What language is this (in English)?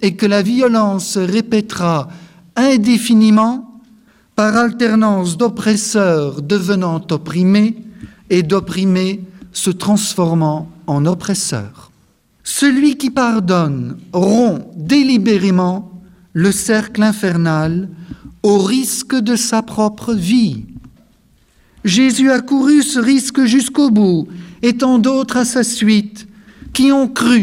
French